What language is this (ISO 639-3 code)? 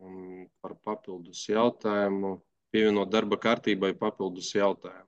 lav